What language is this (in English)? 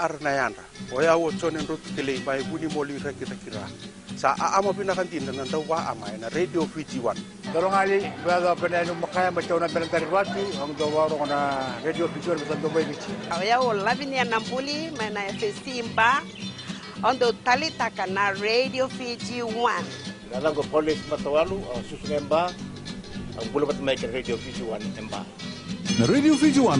Fijian